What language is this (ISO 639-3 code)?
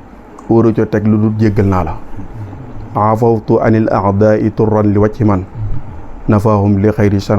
wol